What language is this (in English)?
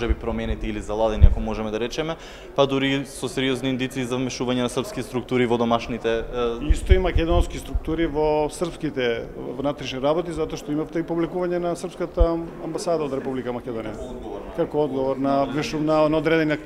Macedonian